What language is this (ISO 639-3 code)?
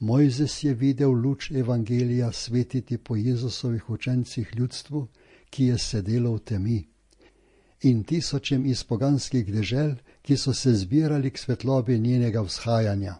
slv